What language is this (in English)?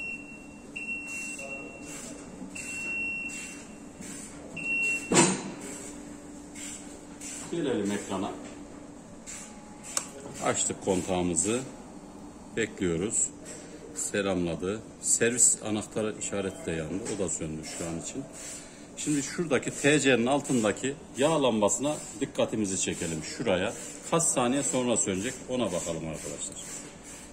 Turkish